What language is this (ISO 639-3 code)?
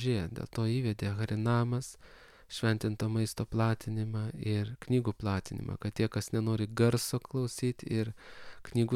lit